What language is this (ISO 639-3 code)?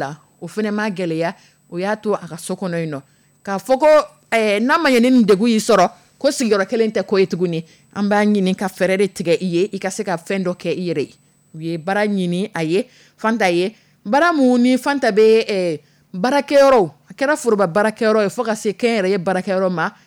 dyu